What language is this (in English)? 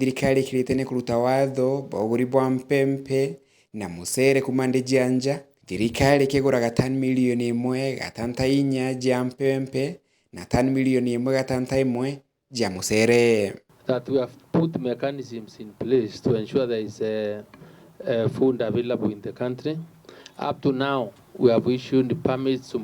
Meru